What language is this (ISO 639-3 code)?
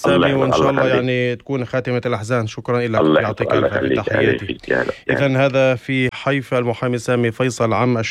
apc